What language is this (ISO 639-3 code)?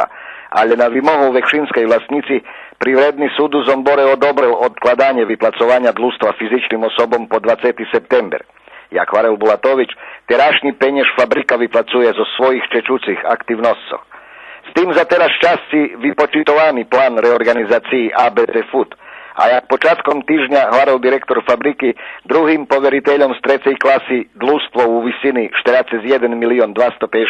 rue